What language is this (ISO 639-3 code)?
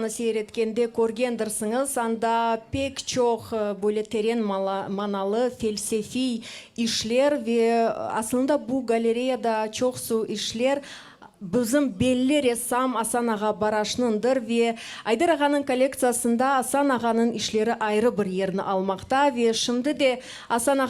crh